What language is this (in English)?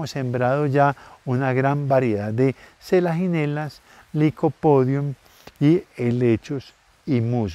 Spanish